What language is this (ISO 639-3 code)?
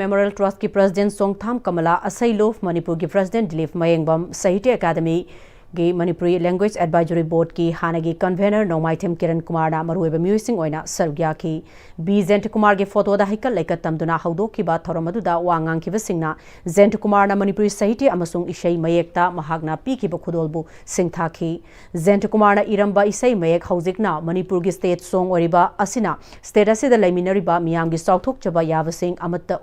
mni